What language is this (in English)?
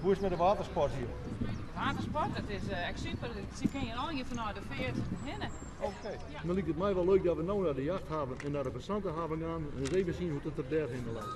Western Frisian